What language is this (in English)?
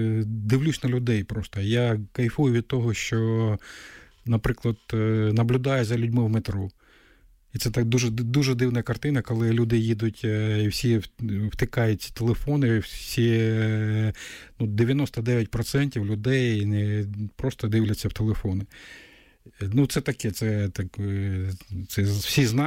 Ukrainian